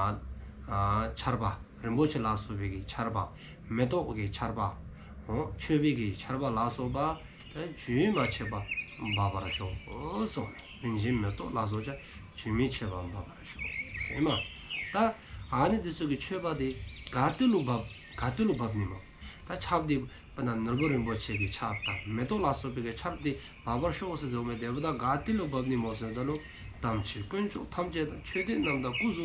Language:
Dzongkha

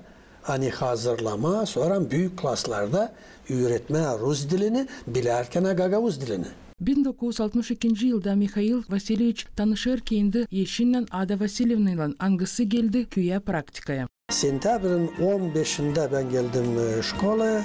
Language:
Gagauz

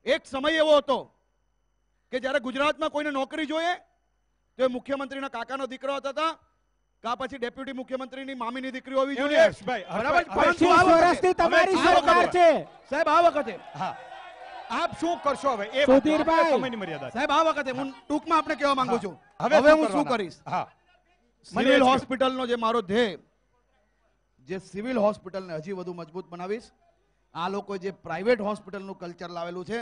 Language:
Gujarati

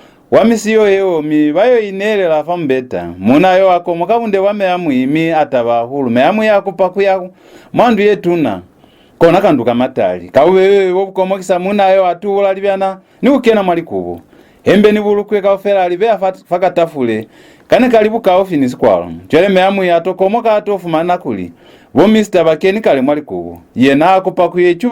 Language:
Lozi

